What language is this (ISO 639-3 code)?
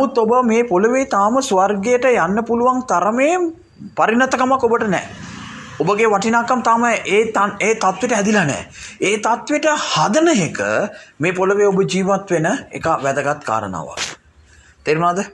sin